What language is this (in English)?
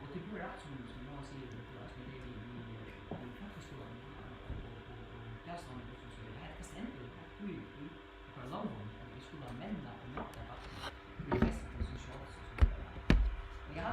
Faroese